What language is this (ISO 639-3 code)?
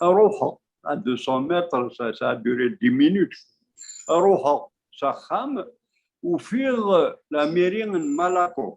kab